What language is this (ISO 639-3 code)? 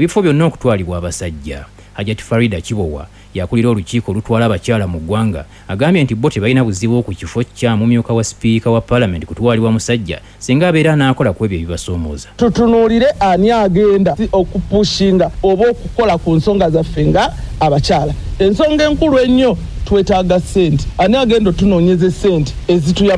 lug